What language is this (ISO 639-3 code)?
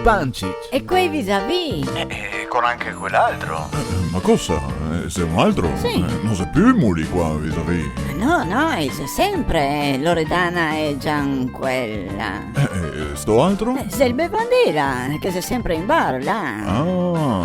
vec